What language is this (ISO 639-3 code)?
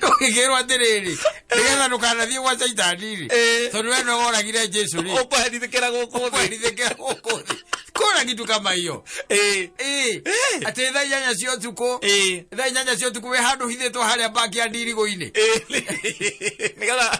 kik